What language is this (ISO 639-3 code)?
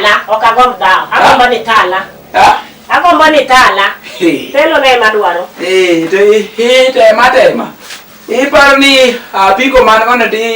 luo